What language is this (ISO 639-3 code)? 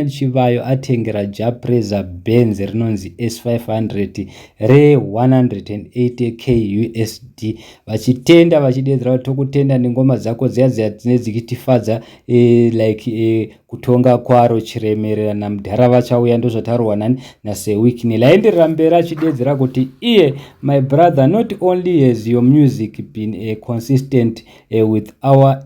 sna